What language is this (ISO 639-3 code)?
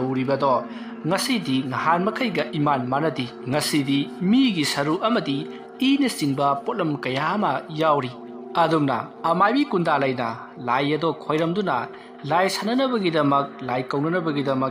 mni